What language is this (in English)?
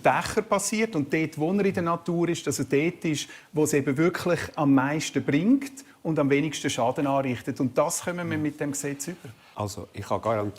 Swiss German